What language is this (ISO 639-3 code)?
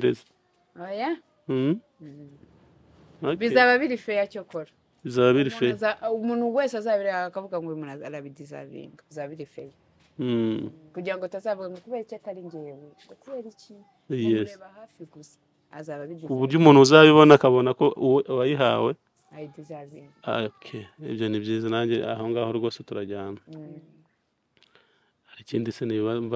kin